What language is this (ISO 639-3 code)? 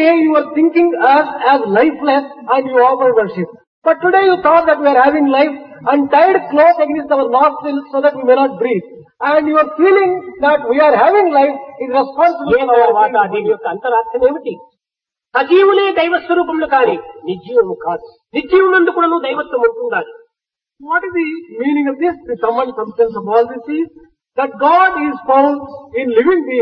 tel